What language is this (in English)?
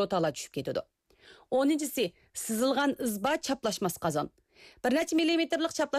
Uyghur